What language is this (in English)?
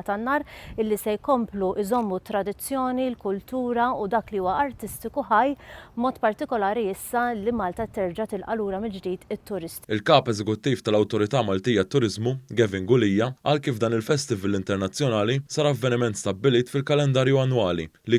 Maltese